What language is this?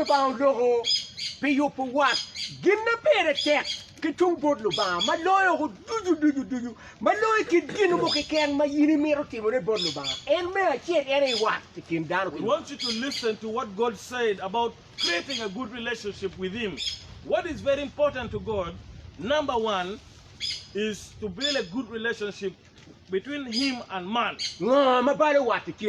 Acoli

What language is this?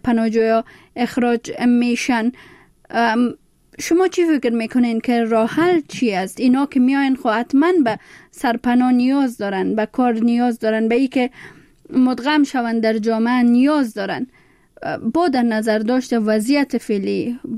Persian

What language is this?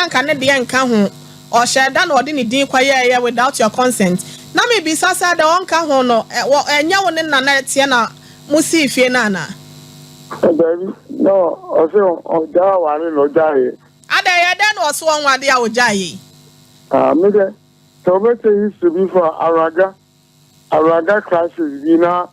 Akan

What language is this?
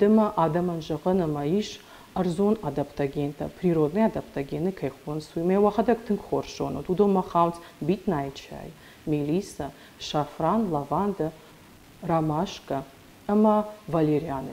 Ossetic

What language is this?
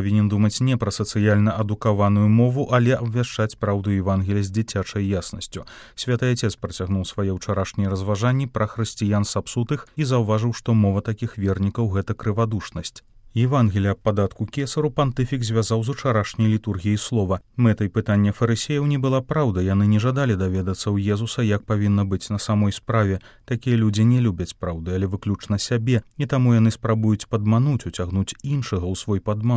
Belarusian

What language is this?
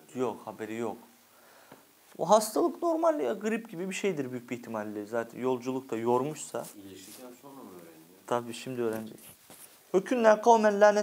Turkish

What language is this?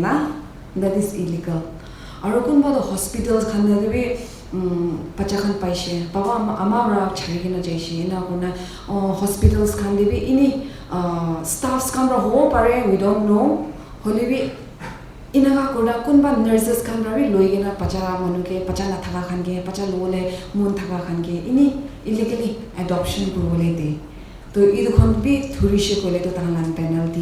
Naga Pidgin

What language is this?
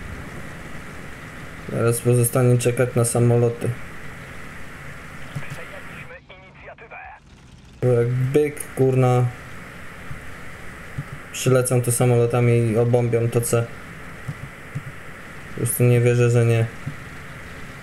Polish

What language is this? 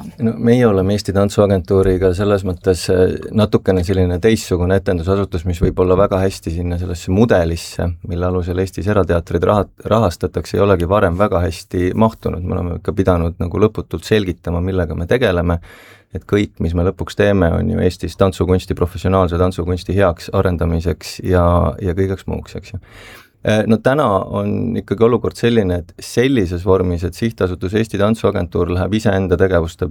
Estonian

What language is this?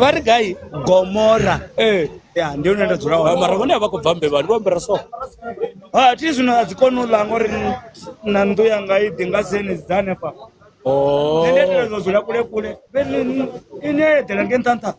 Venda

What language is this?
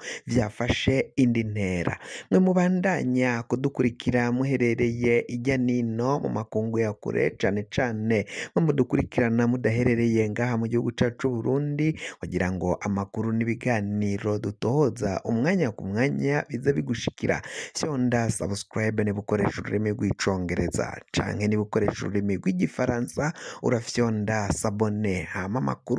Rundi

